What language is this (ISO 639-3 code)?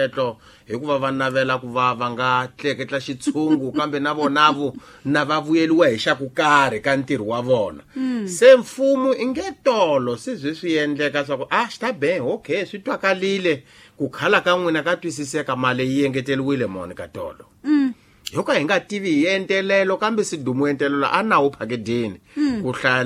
tso